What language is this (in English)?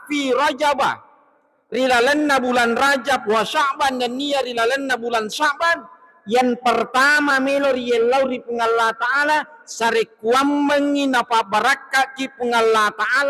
Buginese